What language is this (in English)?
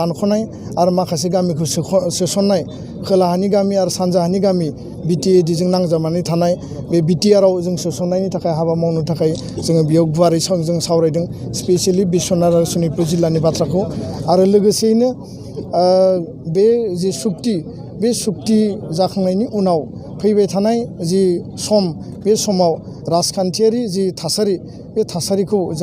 Bodo